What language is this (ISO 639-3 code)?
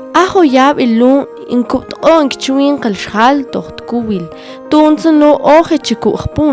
mam